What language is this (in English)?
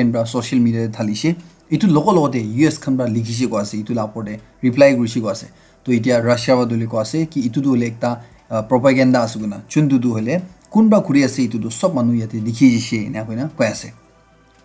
Naga Pidgin